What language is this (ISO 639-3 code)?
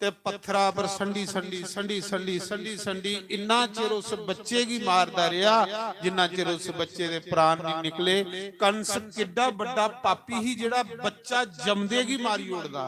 doi